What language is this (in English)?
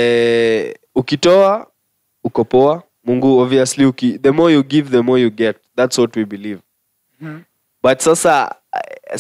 Swahili